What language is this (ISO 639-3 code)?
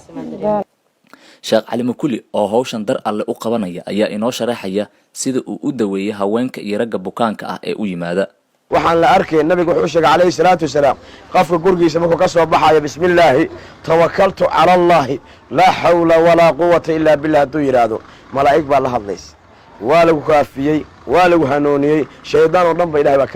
som